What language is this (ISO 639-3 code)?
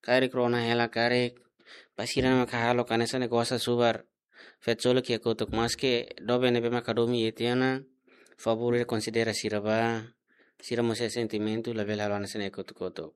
tet